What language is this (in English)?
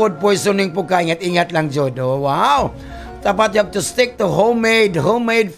Cebuano